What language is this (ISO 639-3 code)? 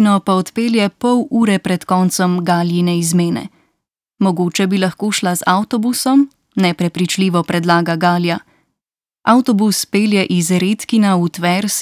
slv